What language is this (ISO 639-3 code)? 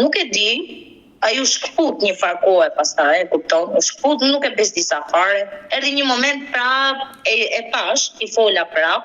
sqi